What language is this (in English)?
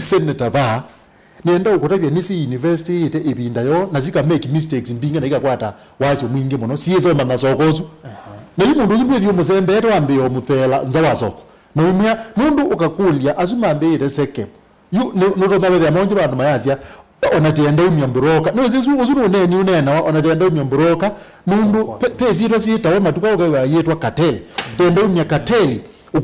Kamba